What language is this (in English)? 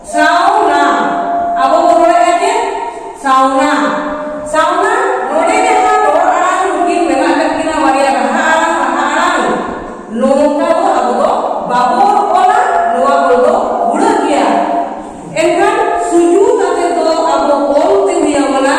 Santali